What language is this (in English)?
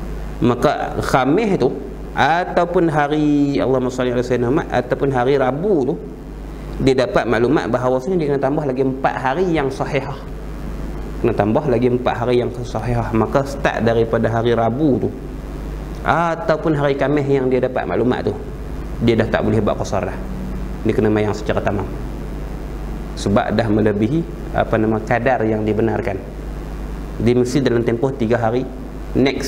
Malay